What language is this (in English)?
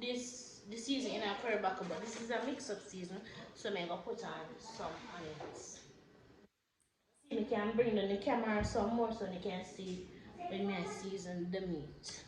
Jamaican Creole English